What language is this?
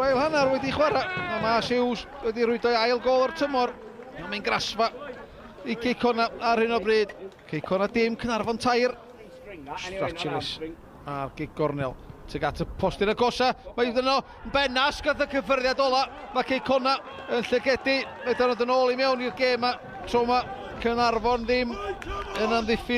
Welsh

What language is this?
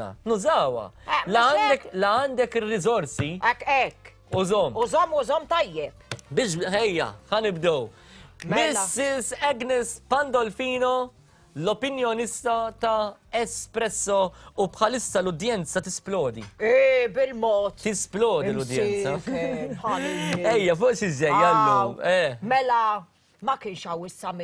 Maltese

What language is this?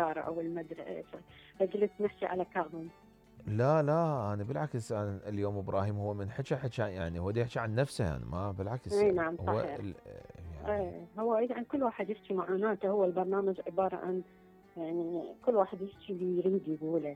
Mesopotamian Arabic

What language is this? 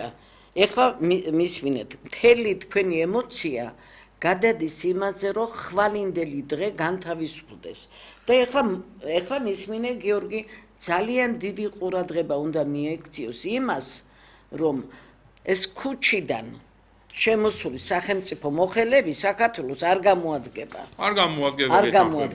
Georgian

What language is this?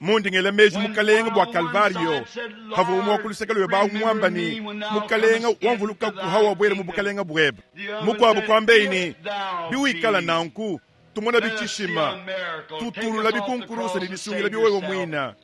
Luba-Lulua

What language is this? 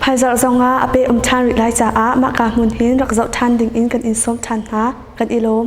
Hakha Chin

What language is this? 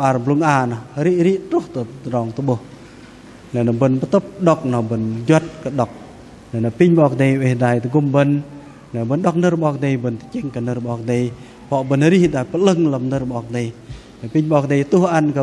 Bahnar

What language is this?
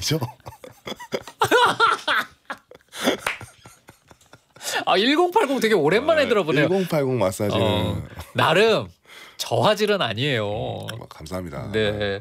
Korean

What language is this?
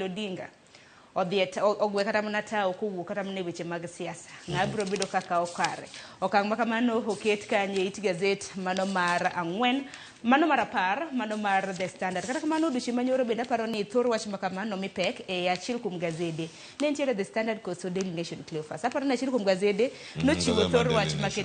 Luo (Kenya and Tanzania)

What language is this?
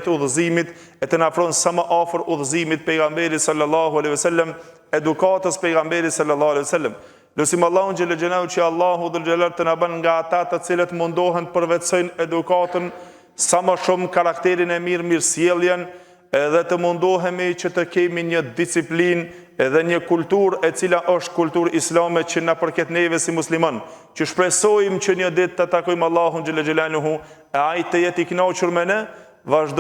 Albanian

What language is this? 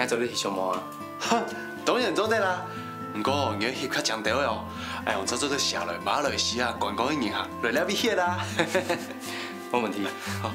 Hakka Chinese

